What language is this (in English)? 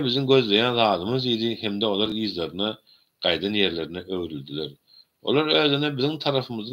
Turkmen